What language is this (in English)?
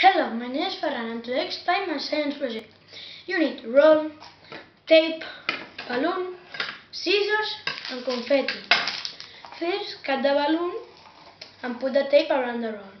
English